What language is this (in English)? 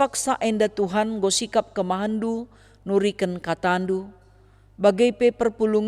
Batak Karo